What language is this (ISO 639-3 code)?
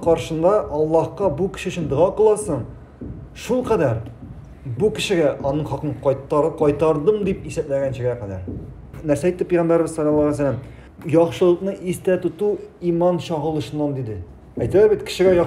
tat